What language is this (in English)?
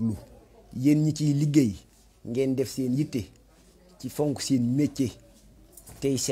Wolof